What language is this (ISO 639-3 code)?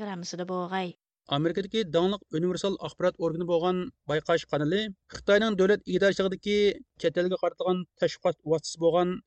uig